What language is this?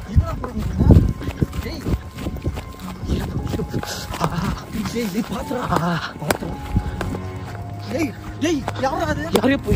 Tamil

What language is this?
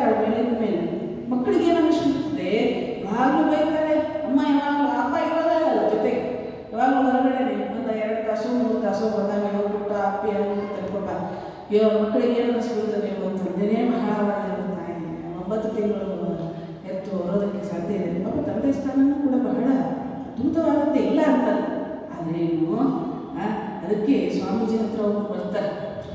Kannada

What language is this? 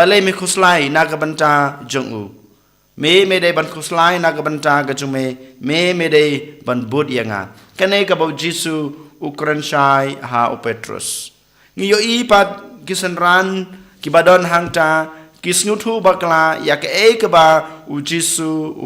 Khasi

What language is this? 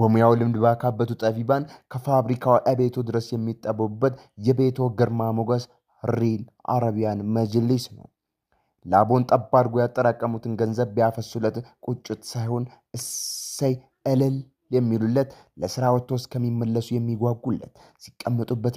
Amharic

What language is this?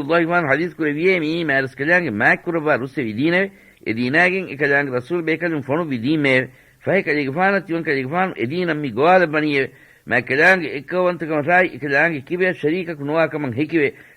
Divehi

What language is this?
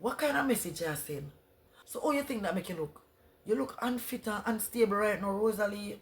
Jamaican Creole English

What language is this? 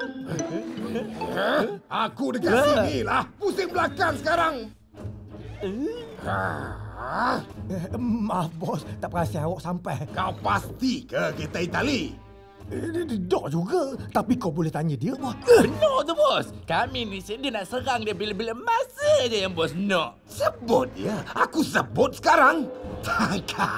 Malay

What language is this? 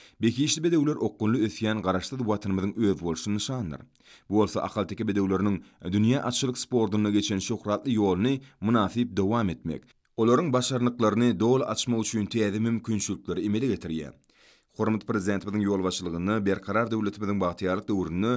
Turkmen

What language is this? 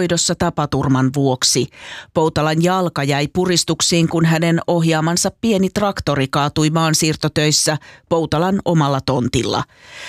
Finnish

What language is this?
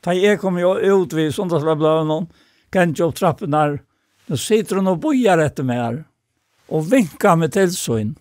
Faroese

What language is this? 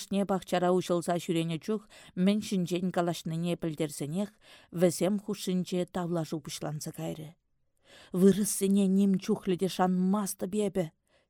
Chuvash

